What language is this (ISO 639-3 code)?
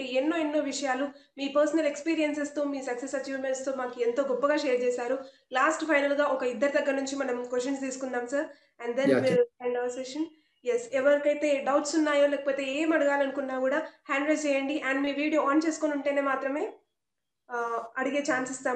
tel